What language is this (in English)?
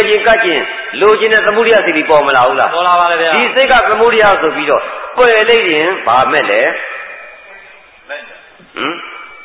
Burmese